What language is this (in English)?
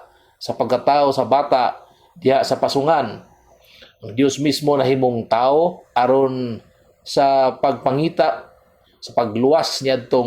Cebuano